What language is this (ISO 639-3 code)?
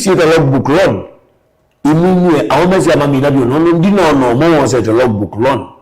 kam